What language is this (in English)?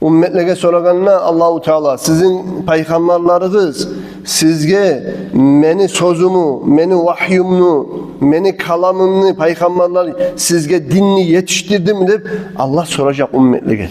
Kumyk